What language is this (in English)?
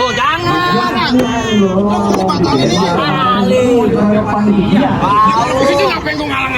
Betawi